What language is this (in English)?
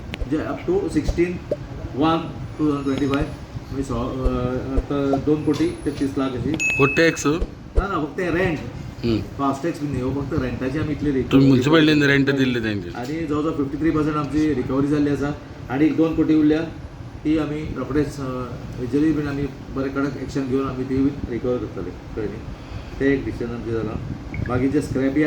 Konkani